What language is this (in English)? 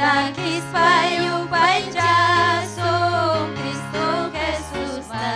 Ayacucho Quechua